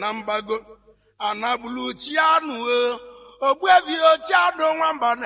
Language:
Igbo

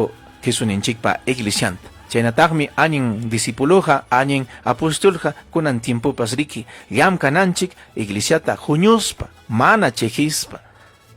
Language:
Ayacucho Quechua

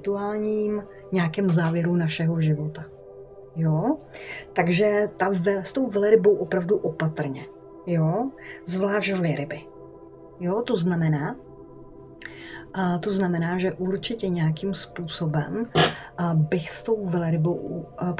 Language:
Czech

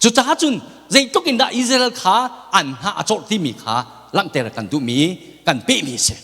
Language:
Hakha Chin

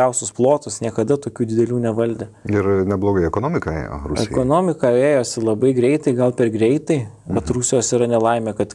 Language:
Lithuanian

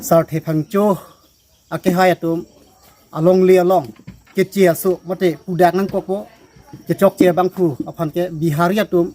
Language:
Karbi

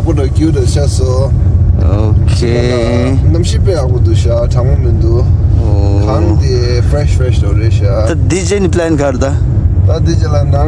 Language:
Tibetan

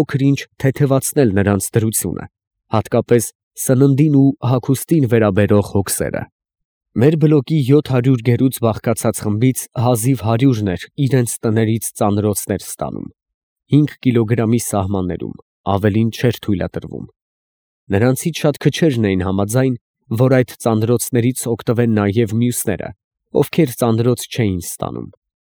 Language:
Armenian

